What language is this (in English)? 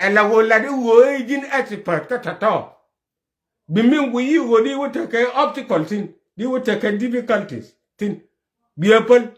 Nuer